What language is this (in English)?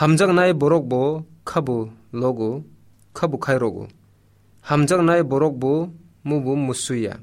Kok Borok